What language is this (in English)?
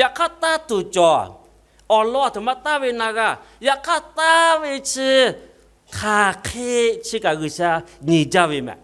Lahu